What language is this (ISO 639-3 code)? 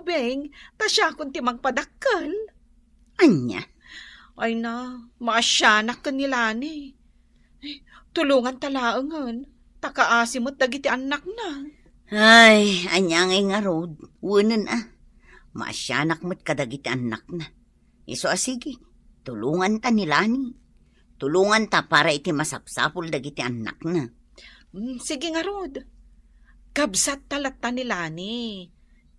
ilo